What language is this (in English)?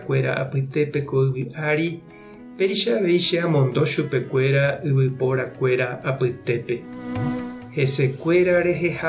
Guarani